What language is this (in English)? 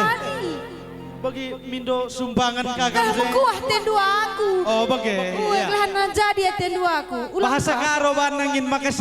Batak Karo